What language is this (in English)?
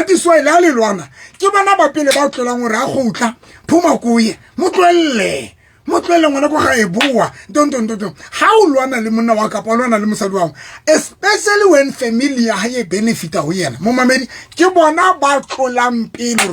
Southern Sotho